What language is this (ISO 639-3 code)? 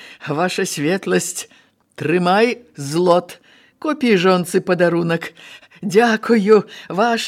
bel